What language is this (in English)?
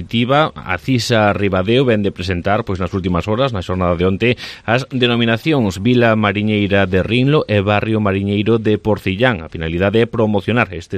Galician